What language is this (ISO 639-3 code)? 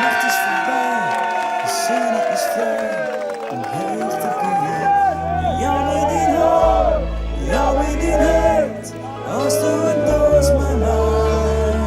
fry